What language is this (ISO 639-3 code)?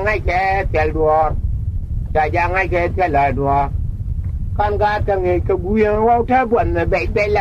nus